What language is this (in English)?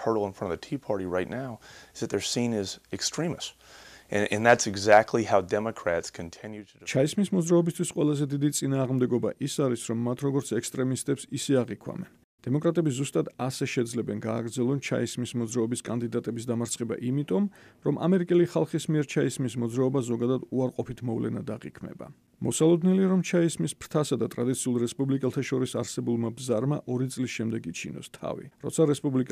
Georgian